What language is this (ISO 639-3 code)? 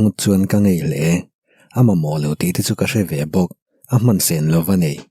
lus